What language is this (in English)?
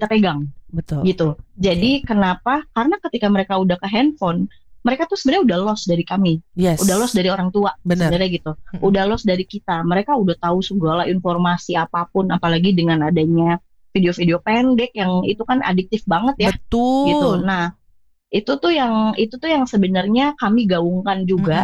Indonesian